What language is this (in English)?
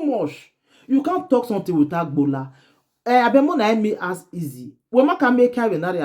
Nigerian Pidgin